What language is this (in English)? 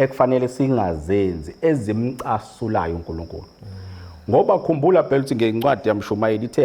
Zulu